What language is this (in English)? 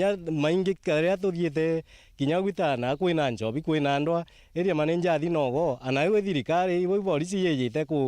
Meru